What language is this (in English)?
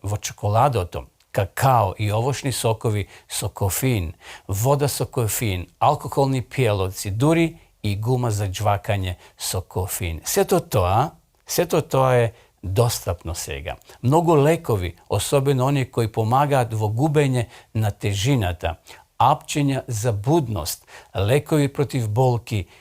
Macedonian